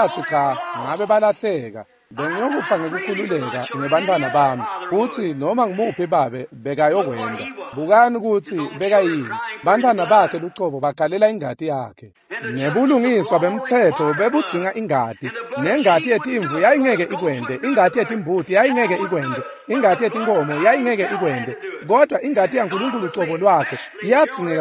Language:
Swati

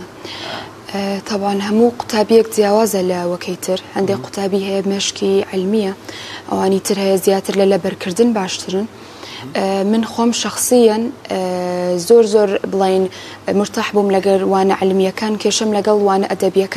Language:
Central Kurdish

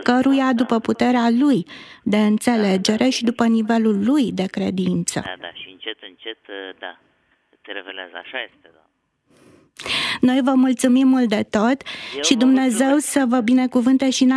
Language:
Romanian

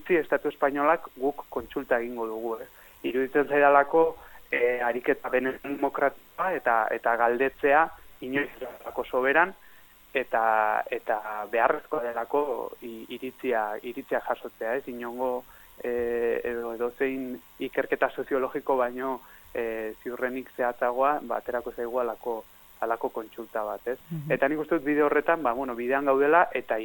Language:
Basque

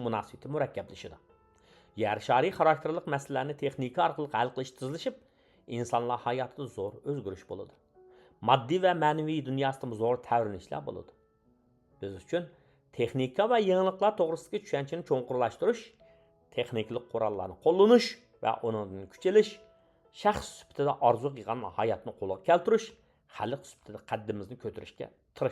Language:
Uyghur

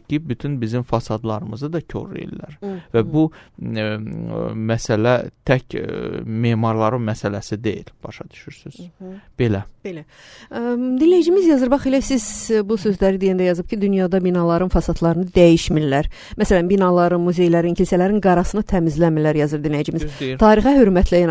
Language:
Azerbaijani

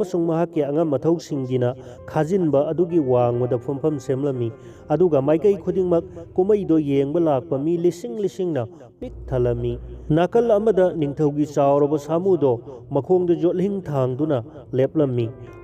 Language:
Manipuri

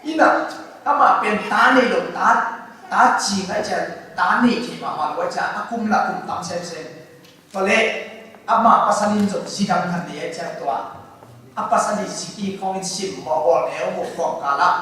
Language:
Tedim Chin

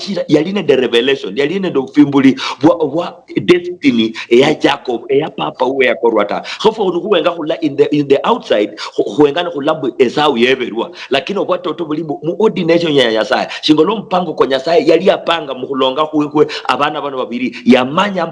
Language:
Luyia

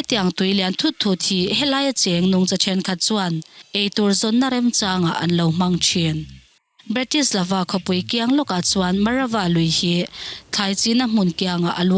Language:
Mizo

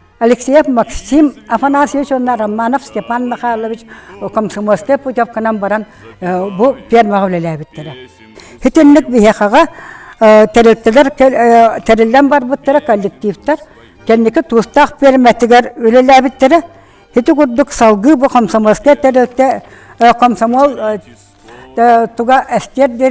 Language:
Yakut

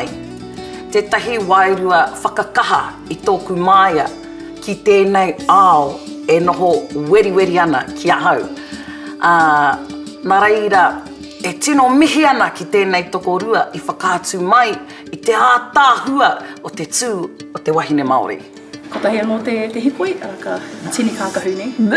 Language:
Māori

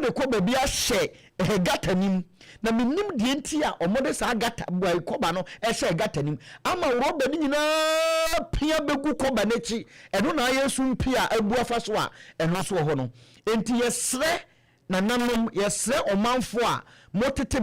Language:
Akan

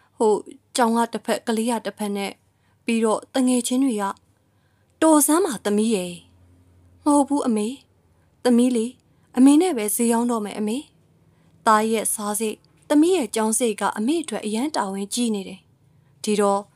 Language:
Burmese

